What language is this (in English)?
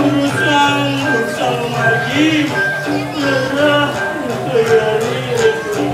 Balinese